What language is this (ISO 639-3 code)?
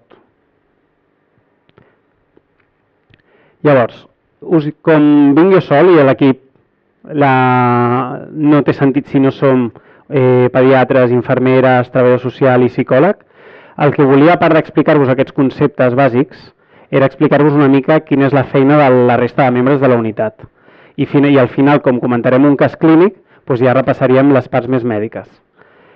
cat